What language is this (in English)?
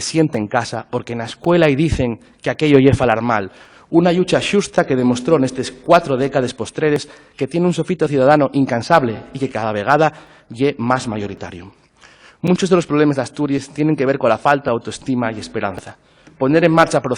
Asturian